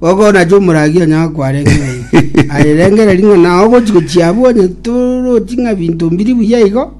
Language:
Gusii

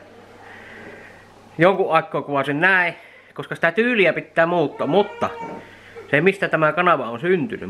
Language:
Finnish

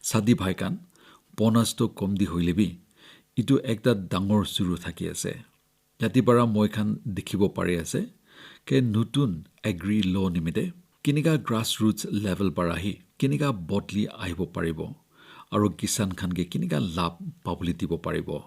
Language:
Naga Pidgin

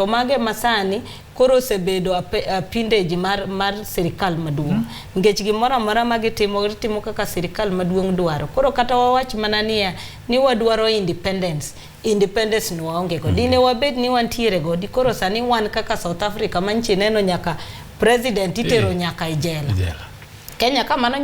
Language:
Luo (Kenya and Tanzania)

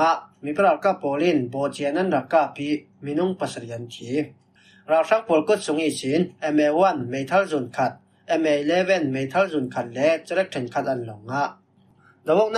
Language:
Falam Chin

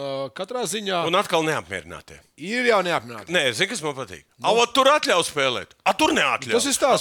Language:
Latvian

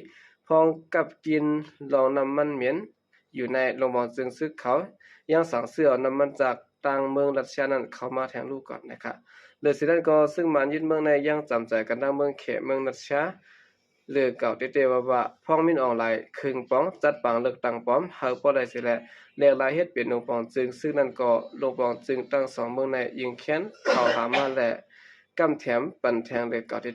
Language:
Shan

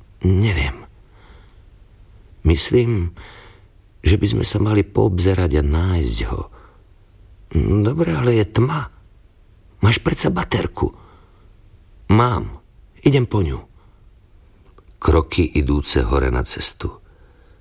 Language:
Slovak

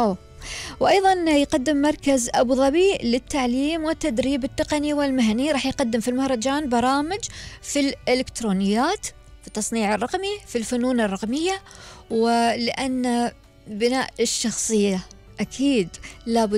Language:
Gulf Arabic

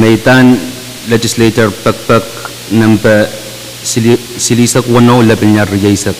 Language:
Pohnpeian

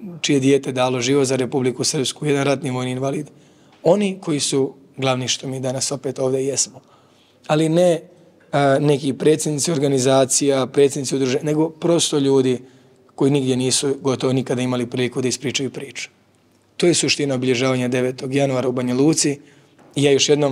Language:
Serbian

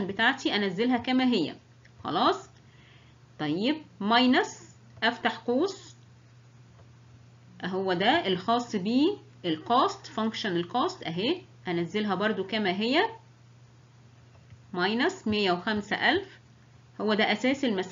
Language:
Egyptian Arabic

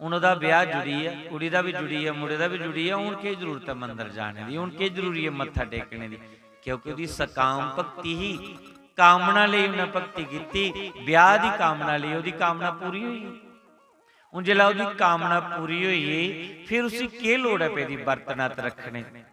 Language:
Dogri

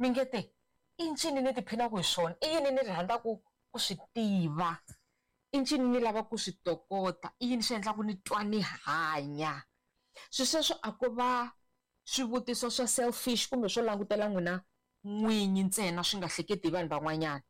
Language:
Tsonga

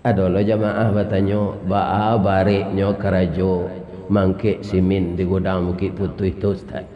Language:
Minangkabau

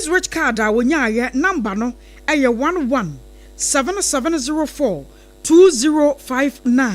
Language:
Akan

